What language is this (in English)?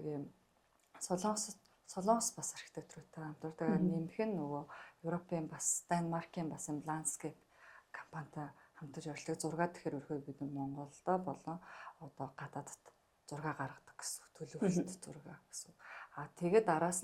Mongolian